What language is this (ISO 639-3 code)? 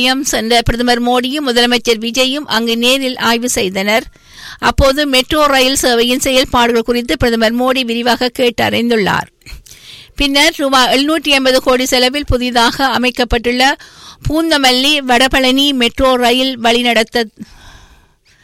tam